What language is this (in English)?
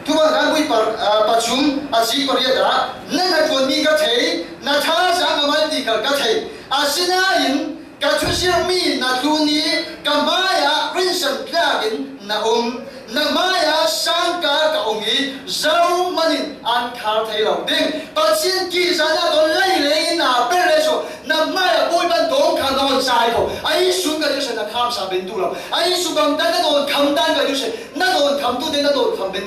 Falam Chin